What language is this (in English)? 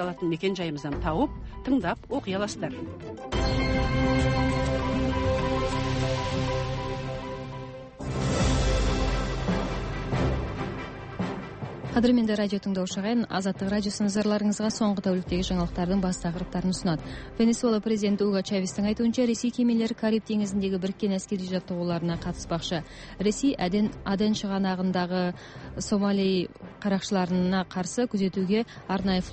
Kazakh